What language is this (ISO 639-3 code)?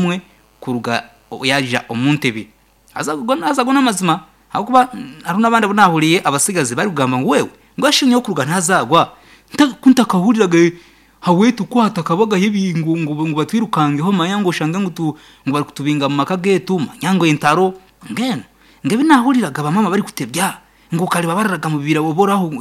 nyn